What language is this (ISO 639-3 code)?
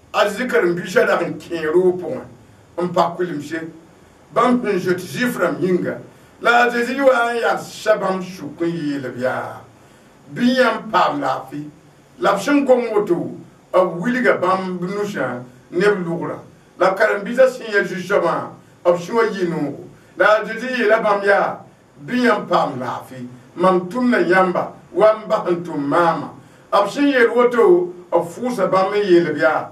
mos